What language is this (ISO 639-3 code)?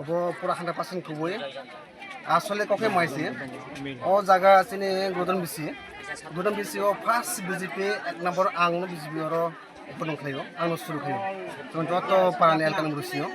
trp